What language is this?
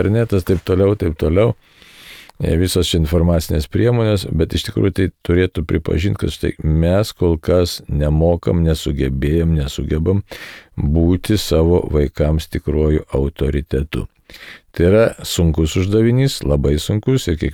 Lithuanian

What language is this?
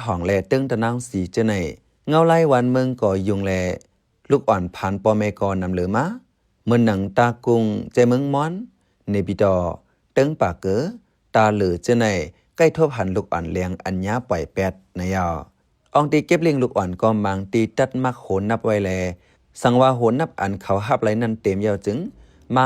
Shan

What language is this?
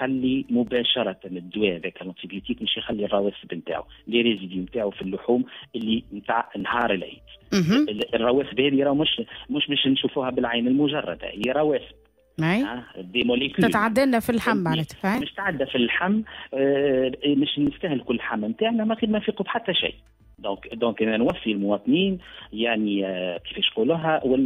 Tunisian Arabic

